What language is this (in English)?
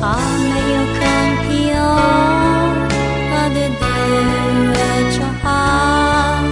Akha